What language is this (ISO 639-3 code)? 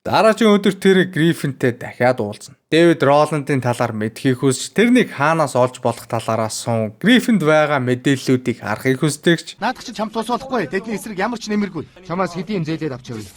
mon